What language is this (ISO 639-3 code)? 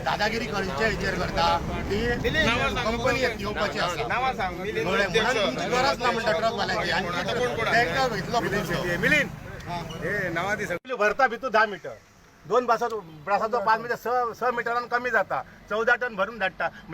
kok